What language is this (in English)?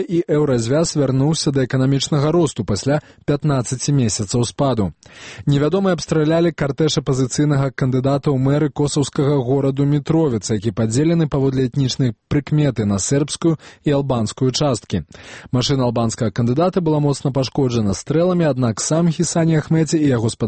Belarusian